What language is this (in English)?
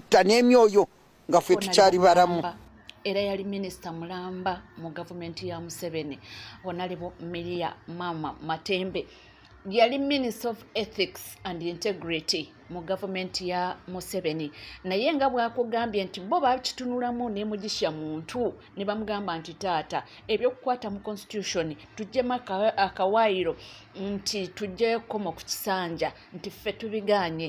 Ganda